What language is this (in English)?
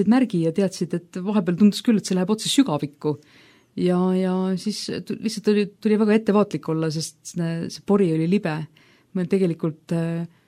Estonian